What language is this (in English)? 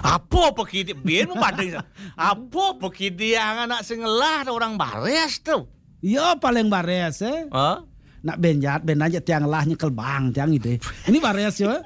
Balinese